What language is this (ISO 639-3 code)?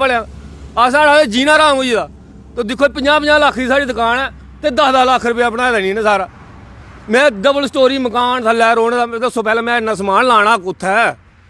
doi